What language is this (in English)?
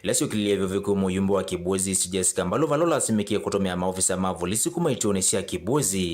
Kamba